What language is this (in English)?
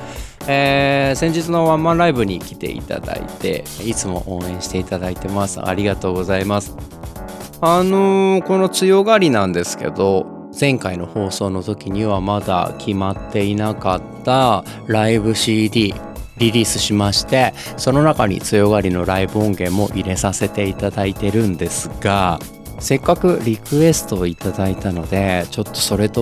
Japanese